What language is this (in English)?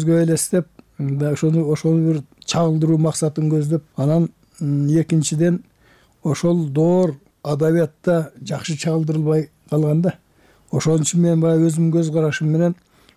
Kyrgyz